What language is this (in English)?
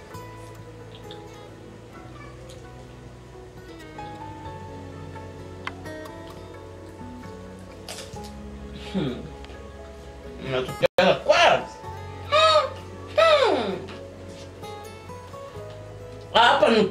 Swahili